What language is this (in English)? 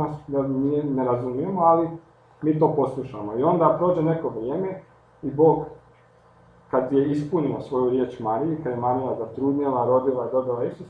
Croatian